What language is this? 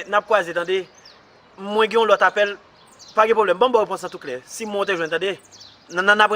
Haitian Creole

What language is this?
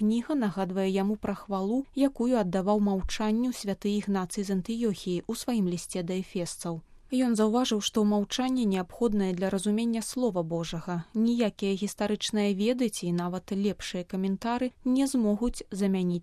Belarusian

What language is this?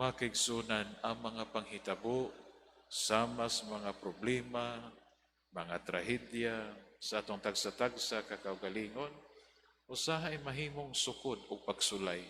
Cebuano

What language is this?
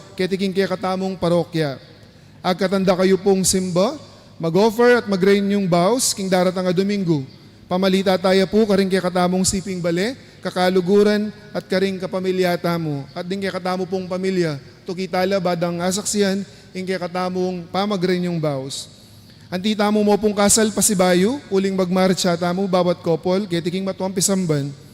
Pampanga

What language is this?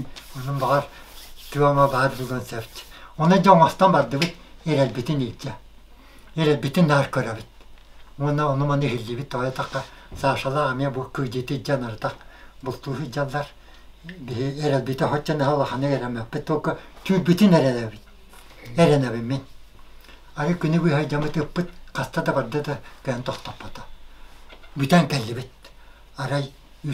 Yakut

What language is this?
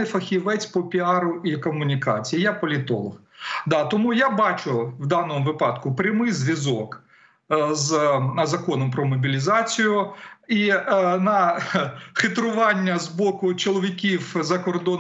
Ukrainian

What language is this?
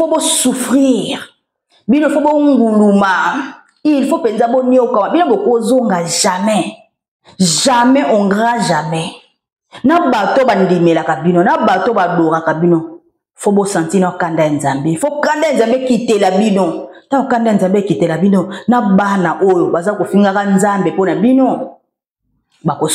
Lingala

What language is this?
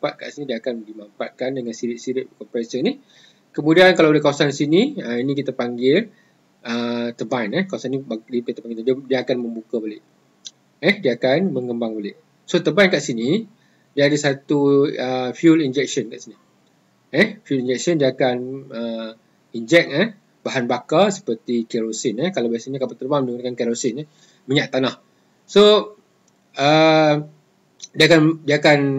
Malay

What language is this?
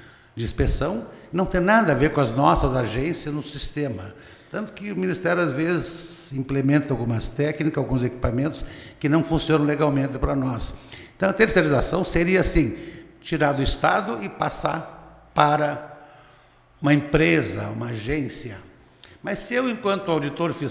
Portuguese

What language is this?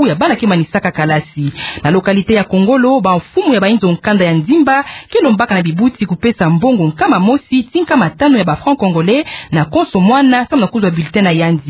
Kituba (Democratic Republic of Congo)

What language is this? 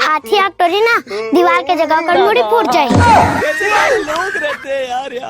Chhattisgarhi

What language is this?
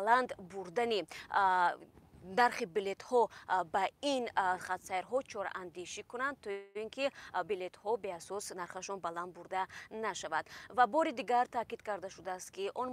Tajik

